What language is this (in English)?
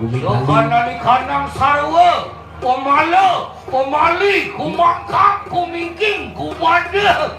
Balinese